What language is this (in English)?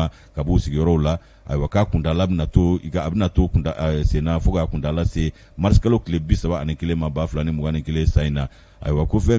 Bambara